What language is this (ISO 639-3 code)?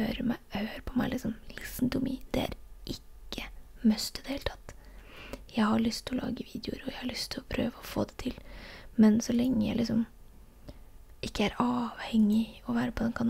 nor